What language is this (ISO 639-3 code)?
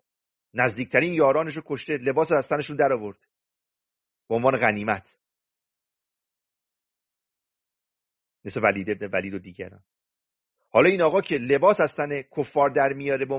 fas